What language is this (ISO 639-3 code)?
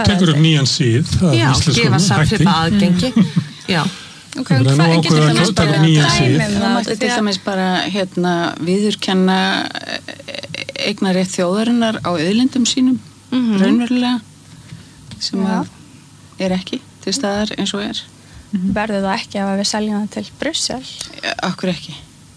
isl